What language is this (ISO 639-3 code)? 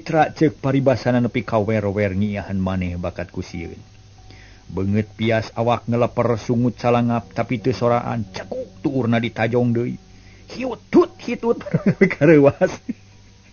sun